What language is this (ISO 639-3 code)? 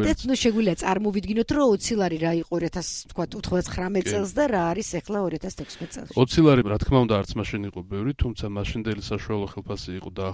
kat